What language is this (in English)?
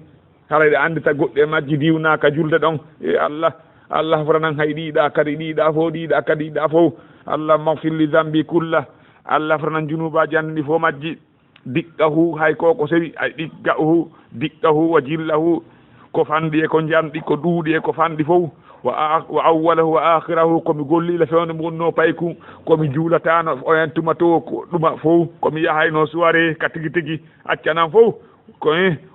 Fula